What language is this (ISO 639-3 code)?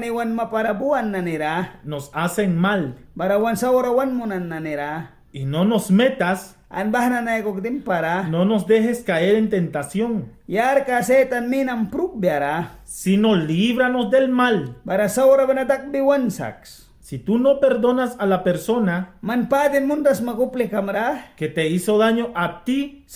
miq